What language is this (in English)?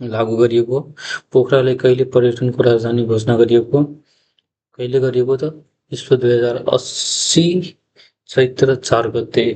Nepali